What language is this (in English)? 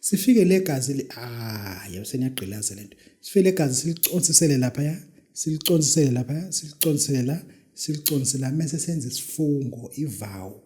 Zulu